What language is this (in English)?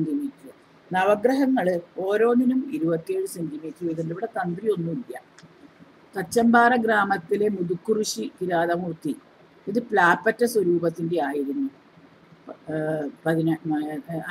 Malayalam